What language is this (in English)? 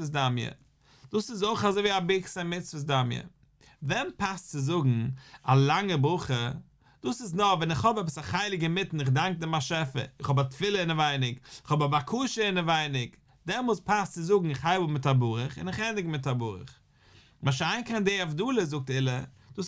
Yiddish